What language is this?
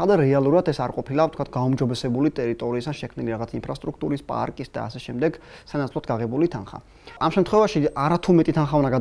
Georgian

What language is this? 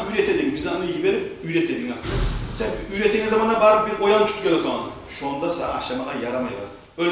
Kumyk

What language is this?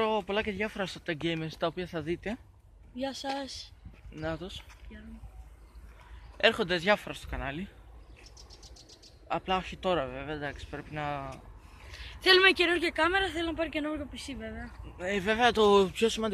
Greek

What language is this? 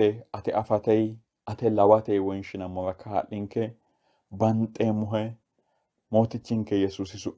Sidamo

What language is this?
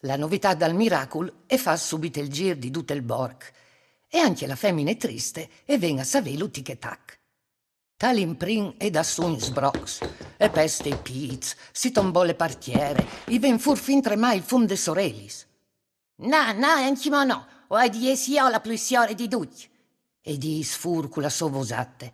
Friulian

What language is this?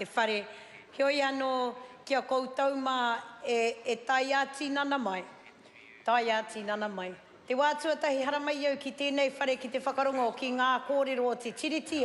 Māori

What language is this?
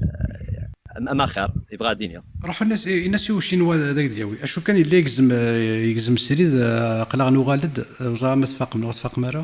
Kabyle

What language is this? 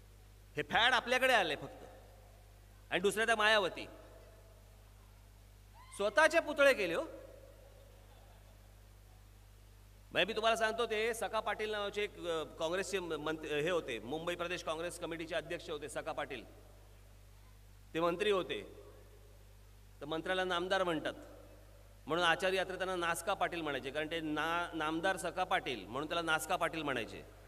Marathi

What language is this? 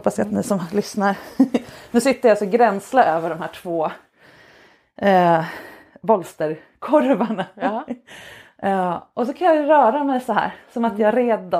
Swedish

